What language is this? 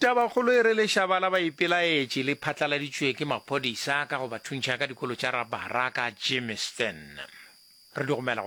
Northern Sotho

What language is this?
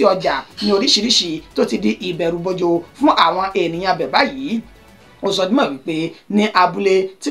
Yoruba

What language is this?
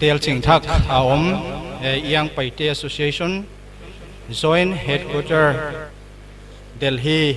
Paite Chin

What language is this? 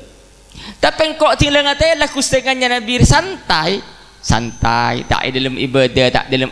Madurese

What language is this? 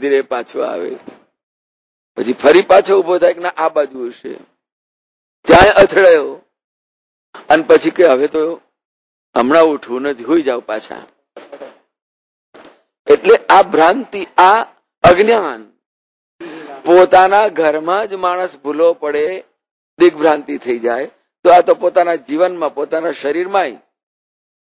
Gujarati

